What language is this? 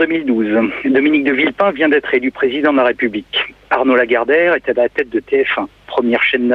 French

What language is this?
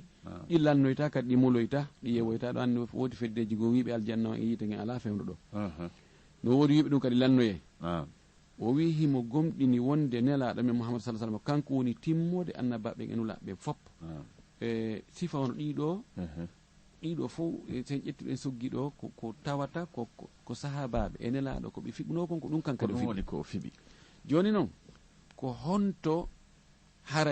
Fula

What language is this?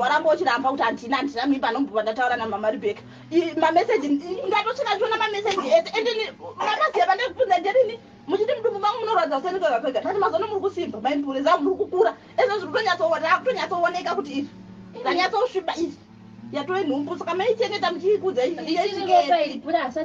Shona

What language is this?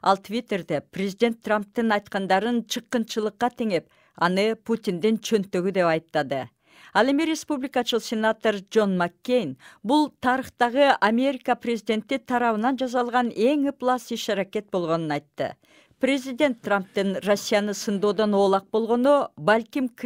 Kyrgyz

